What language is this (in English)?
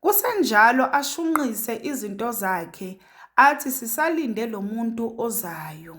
Zulu